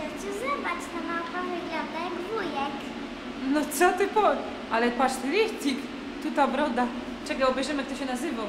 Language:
Silesian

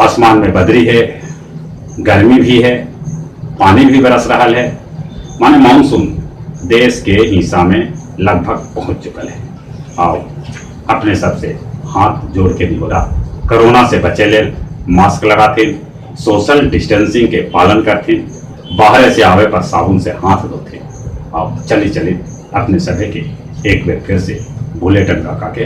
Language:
Magahi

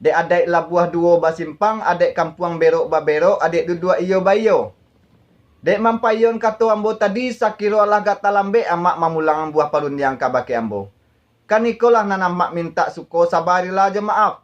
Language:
Minangkabau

